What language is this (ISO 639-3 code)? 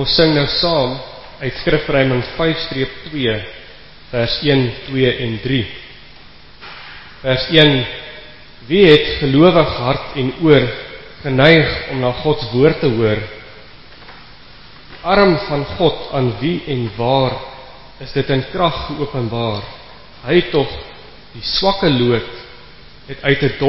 afr